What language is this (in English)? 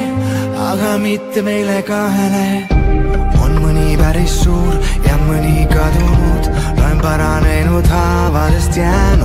Estonian